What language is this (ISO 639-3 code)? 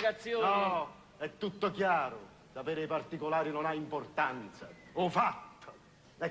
nap